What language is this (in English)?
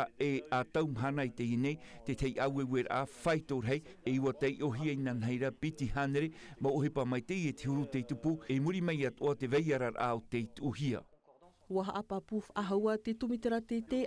Tahitian